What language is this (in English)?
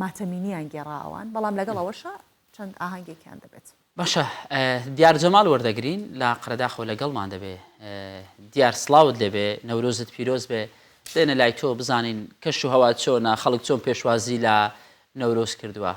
Central Kurdish